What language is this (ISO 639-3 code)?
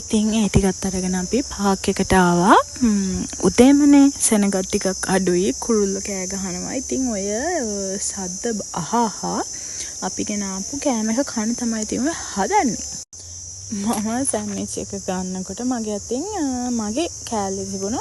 sin